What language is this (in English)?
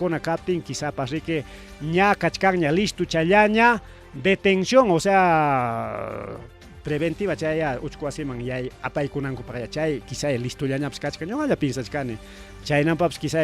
Ayacucho Quechua